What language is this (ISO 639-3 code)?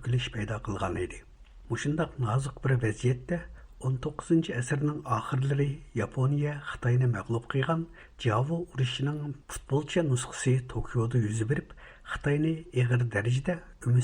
uig